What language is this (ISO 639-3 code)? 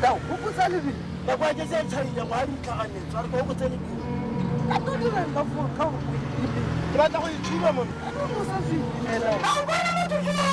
tsn